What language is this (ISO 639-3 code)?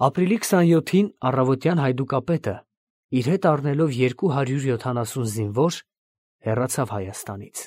hye